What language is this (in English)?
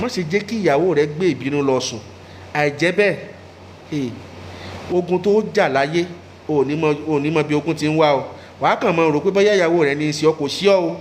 Yoruba